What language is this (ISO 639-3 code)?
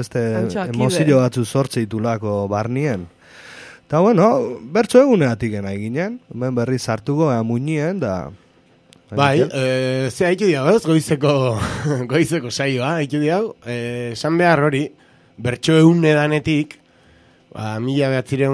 eus